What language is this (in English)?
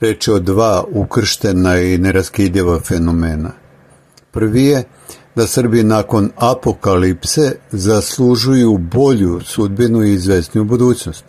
Serbian